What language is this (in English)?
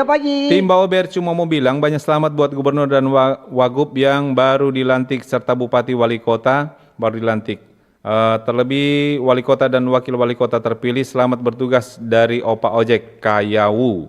Manado Malay